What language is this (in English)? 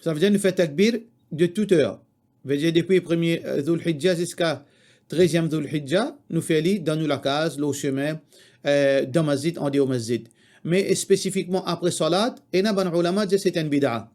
Morisyen